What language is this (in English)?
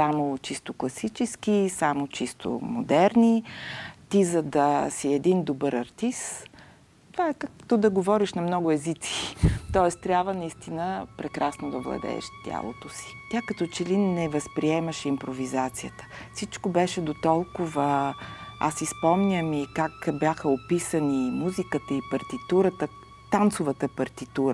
Bulgarian